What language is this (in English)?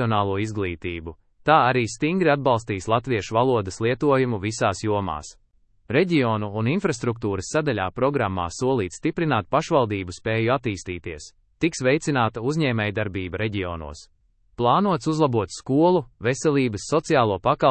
Latvian